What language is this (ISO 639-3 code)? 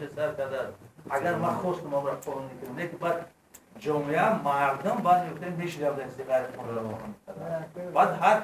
tgk